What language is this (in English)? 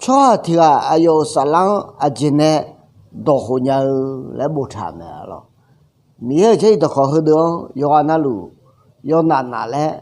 Akha